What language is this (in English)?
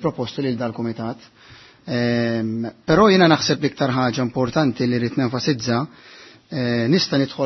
Maltese